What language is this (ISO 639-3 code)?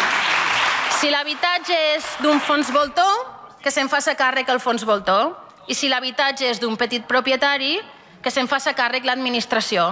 cat